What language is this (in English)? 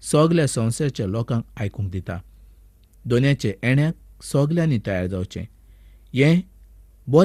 Konkani